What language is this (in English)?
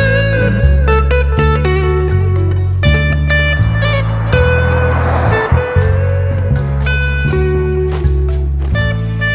Divehi